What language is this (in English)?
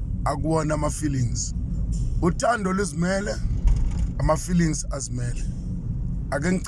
Zulu